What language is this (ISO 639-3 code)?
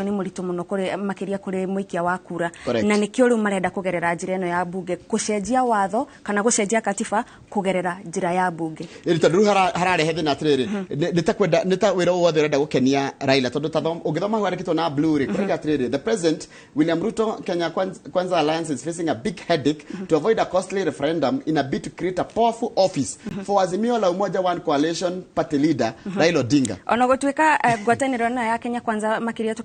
kik